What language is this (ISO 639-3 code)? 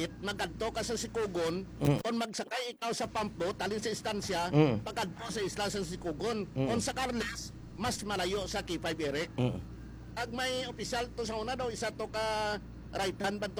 hil